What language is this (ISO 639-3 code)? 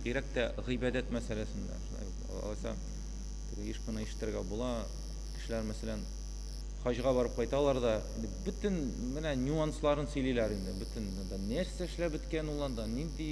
tat